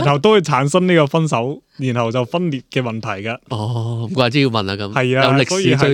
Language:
Cantonese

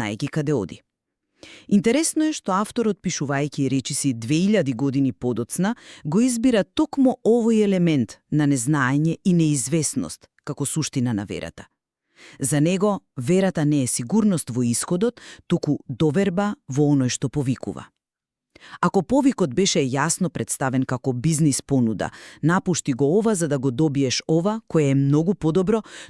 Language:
Macedonian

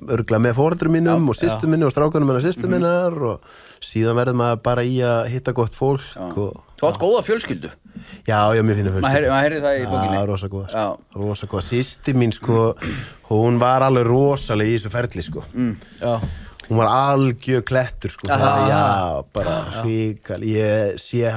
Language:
Icelandic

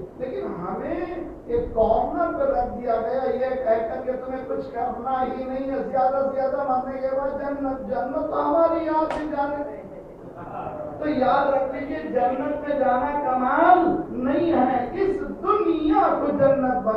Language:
Urdu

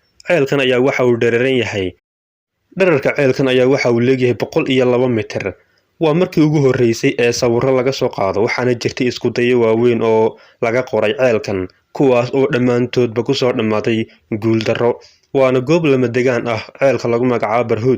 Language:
Somali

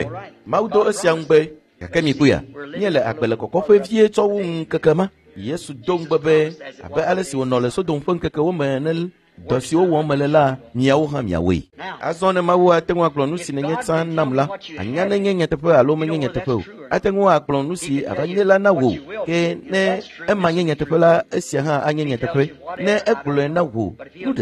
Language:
Ewe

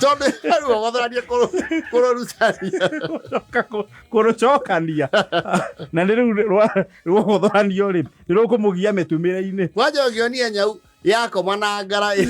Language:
Kikuyu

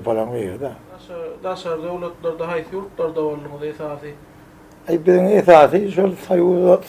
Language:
Turkmen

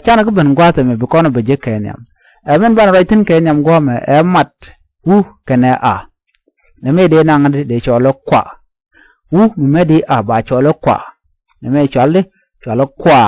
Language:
Nuer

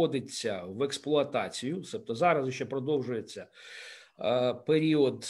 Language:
Ukrainian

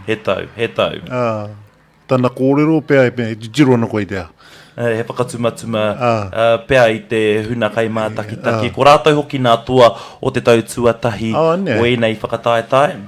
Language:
Māori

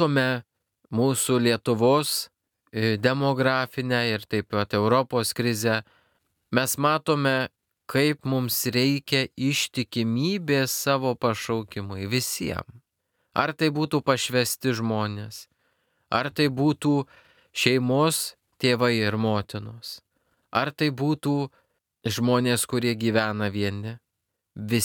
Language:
Lithuanian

